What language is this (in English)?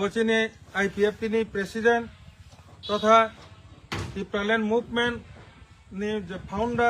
Kok Borok